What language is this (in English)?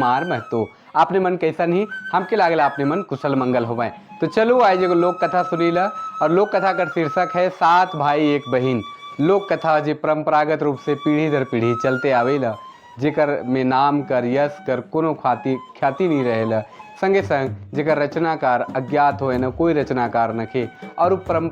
Sadri